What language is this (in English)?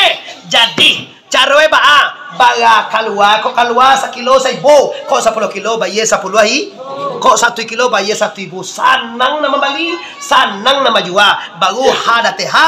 Minangkabau